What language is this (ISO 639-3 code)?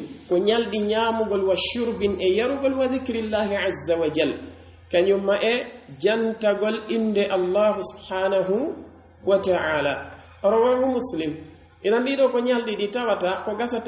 fuf